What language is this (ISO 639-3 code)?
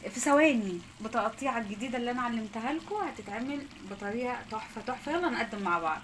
arz